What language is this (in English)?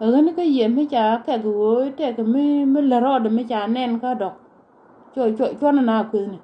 Nuer